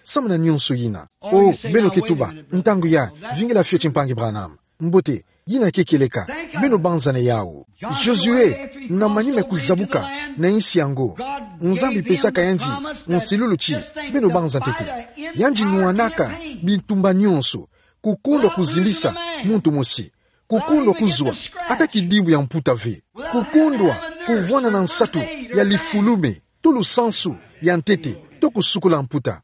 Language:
Kituba (Democratic Republic of Congo)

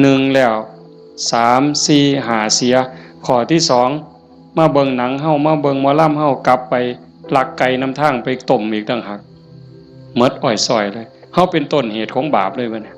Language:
Northeastern Thai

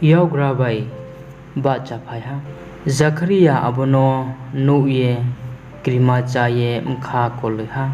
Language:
Riang (India)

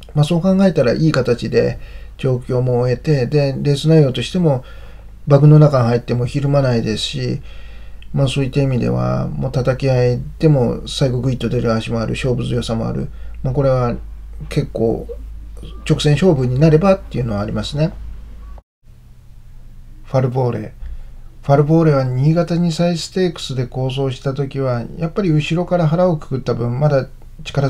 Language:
Japanese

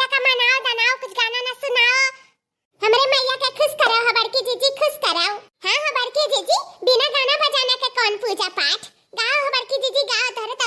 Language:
Awadhi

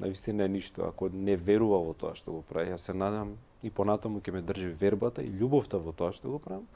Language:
Macedonian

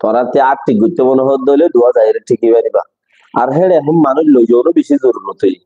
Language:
Rohingya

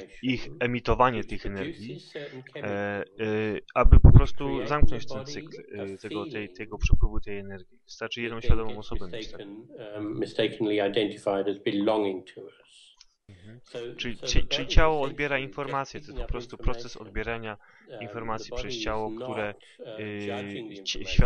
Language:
Polish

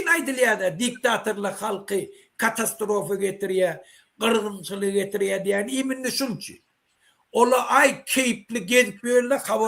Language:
Turkmen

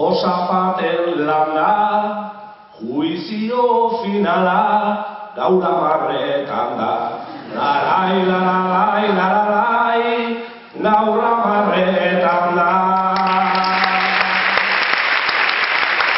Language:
Basque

